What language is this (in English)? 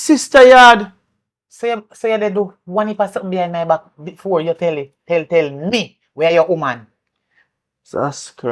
Jamaican Creole English